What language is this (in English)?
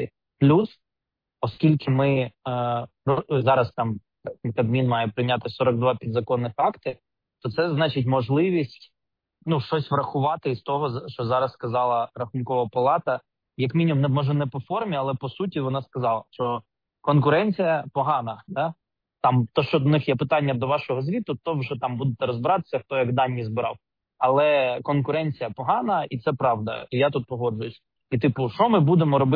Ukrainian